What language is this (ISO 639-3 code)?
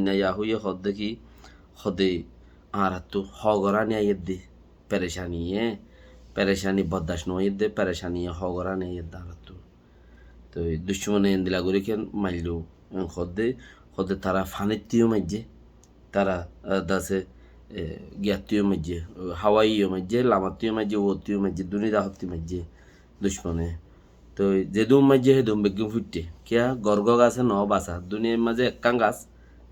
rhg